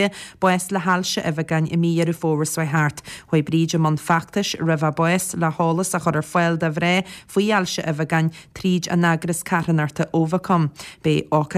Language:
Irish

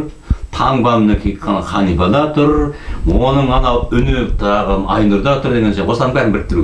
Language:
Kazakh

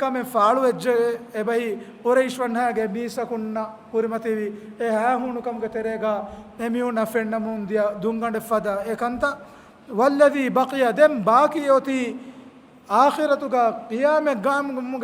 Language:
Divehi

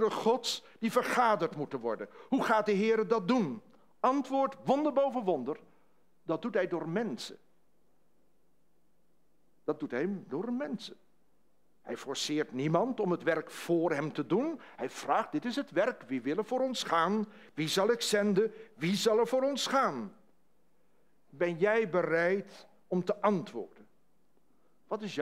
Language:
Dutch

